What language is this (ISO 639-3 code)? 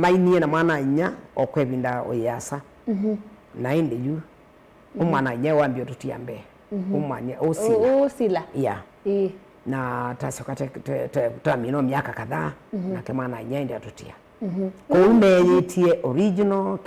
kam